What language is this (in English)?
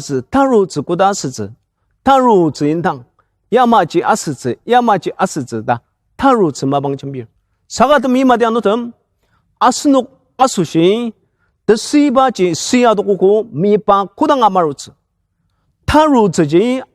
Ao Naga